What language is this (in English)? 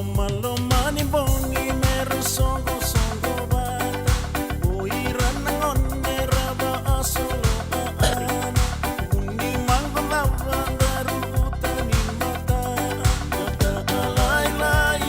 Fijian